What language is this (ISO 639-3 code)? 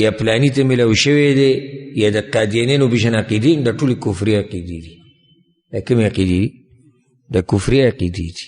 pus